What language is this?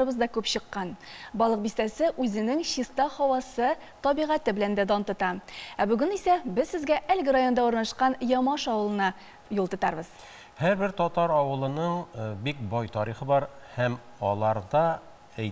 Tatar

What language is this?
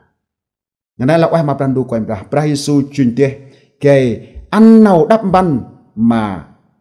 Central Mnong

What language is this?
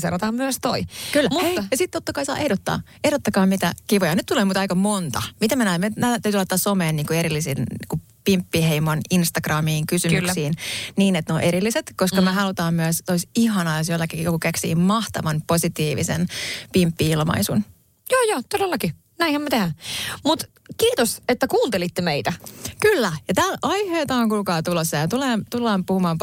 Finnish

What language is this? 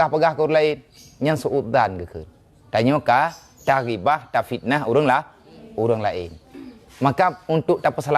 Achinese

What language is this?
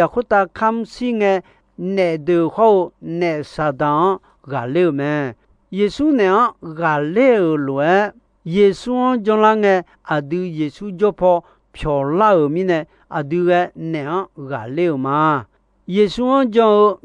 Akha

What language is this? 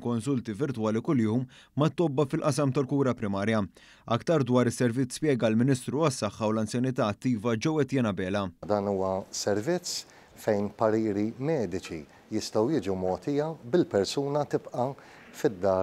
Maltese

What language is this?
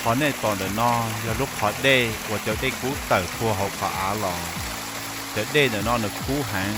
Hmong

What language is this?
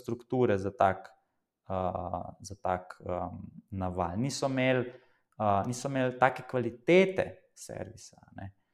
Slovenian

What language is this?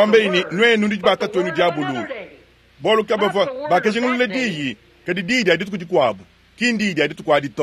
Luba-Lulua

